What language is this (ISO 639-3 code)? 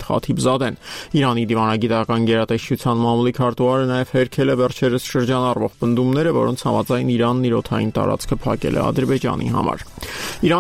hye